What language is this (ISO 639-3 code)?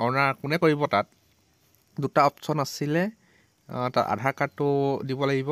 asm